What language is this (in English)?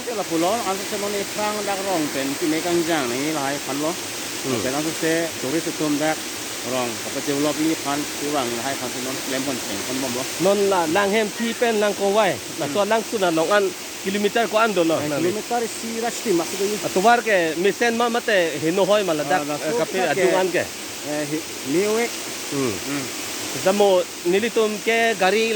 Karbi